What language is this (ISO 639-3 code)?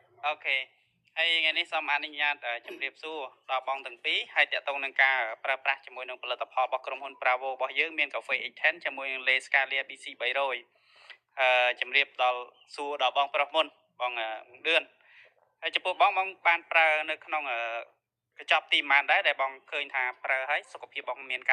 khm